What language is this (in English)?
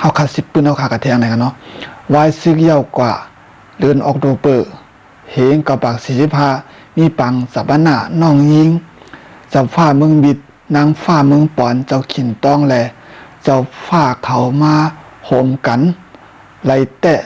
Shan